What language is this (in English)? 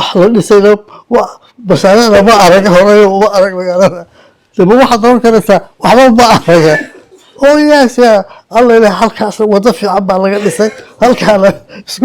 Somali